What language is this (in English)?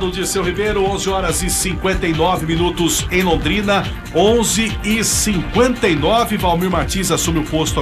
Portuguese